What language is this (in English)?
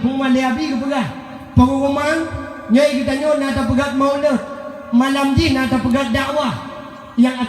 Achinese